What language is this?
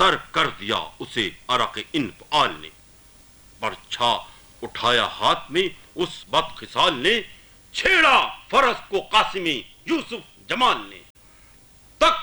Urdu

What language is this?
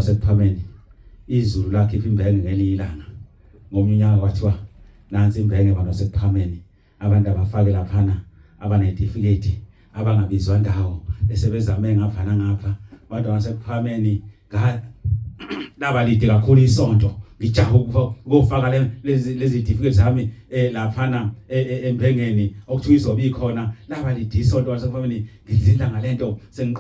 Zulu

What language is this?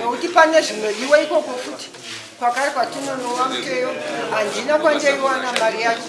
Shona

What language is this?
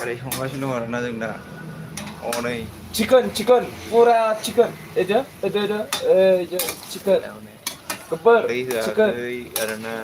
Bodo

